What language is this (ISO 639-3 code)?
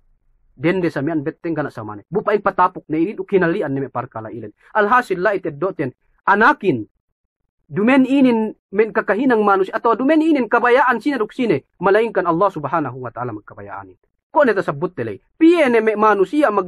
yka